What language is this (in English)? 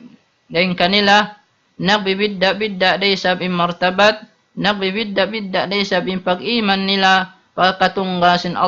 Tausug